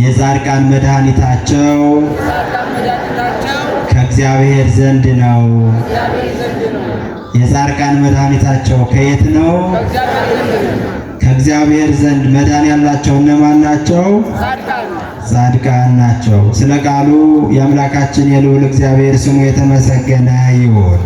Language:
Amharic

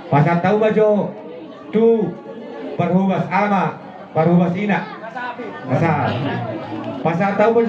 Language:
Batak Toba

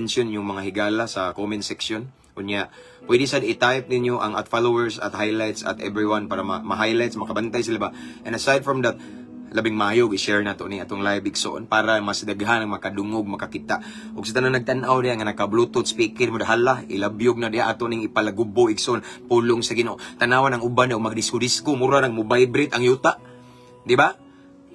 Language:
Cebuano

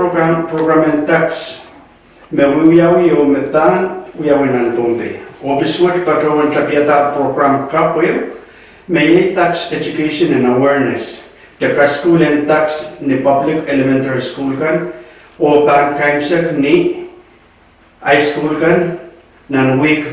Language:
Pohnpeian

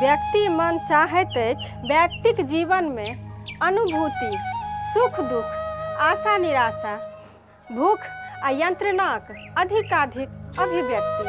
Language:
Maithili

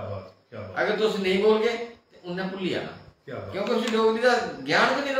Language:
Dogri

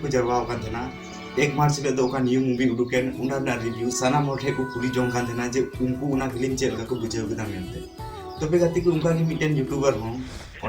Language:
Santali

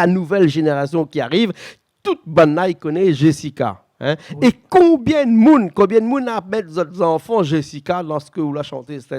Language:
Réunion Creole French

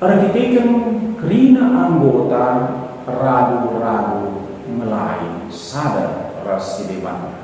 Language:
Batak Karo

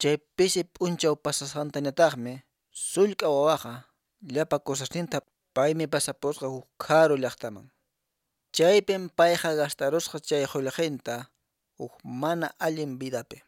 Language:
Quechua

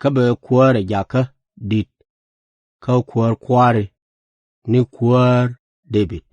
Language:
Nuer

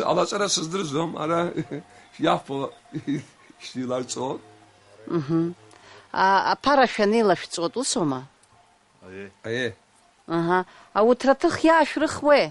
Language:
Abkhazian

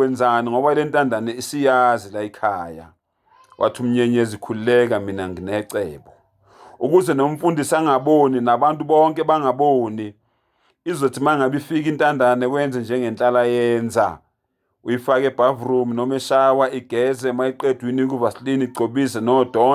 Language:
Zulu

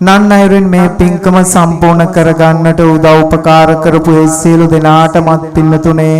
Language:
Sinhala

